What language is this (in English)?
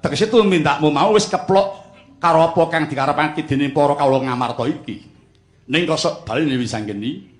Javanese